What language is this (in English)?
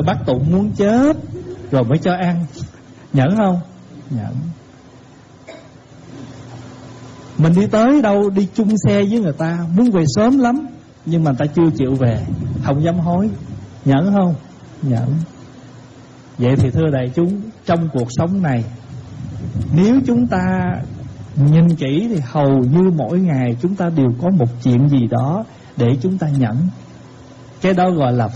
Vietnamese